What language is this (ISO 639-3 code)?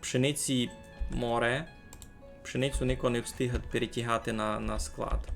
rue